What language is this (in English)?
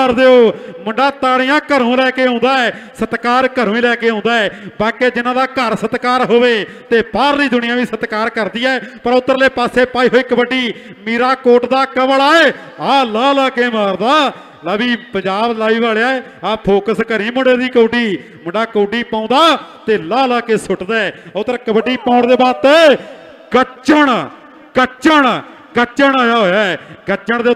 Punjabi